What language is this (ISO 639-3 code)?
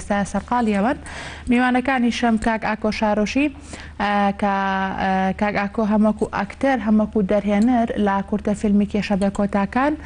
ckb